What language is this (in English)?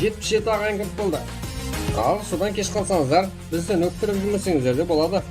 Kara-Kalpak